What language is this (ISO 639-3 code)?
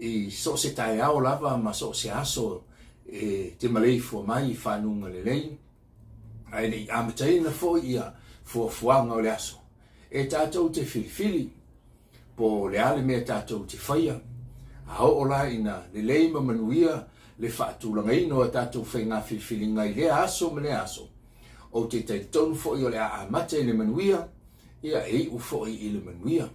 smo